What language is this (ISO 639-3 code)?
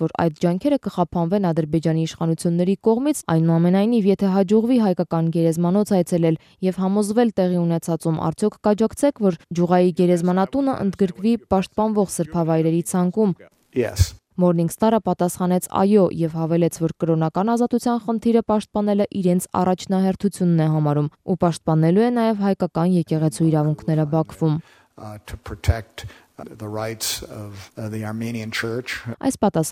hye